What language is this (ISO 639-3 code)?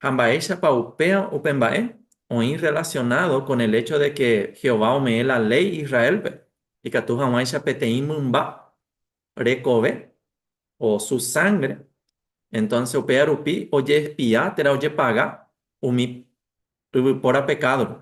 grn